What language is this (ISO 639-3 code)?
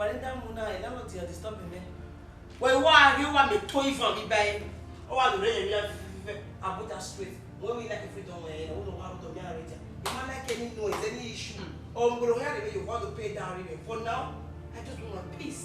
bin